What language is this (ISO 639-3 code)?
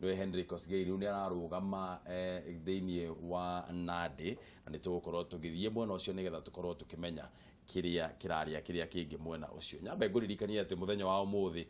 kik